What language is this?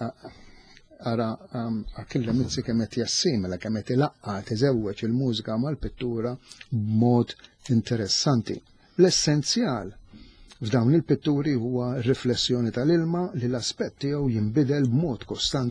Maltese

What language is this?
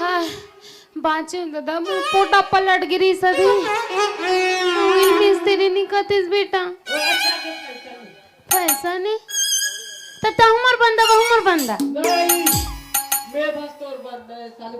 Chhattisgarhi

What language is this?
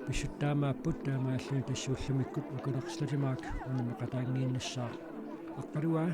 Kalaallisut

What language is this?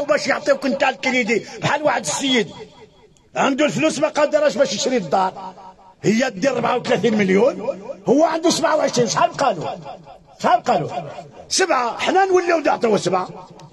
Moroccan Arabic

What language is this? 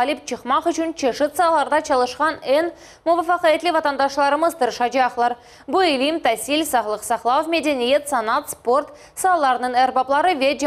Crimean Tatar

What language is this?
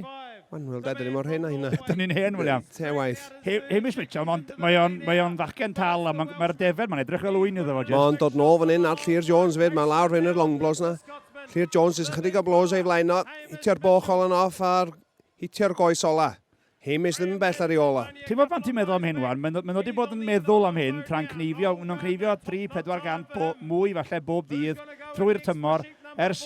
Welsh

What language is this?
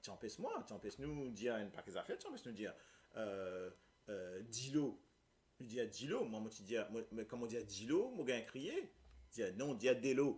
Morisyen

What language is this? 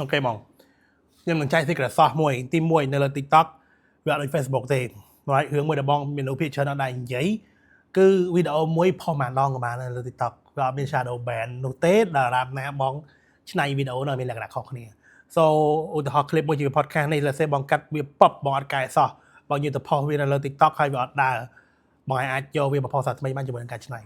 Khmer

